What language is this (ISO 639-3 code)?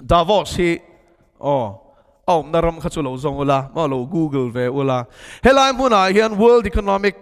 lus